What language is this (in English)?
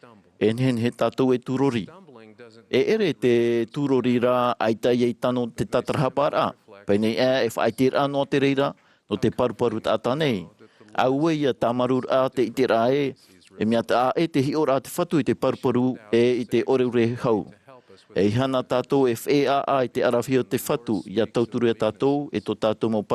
Tahitian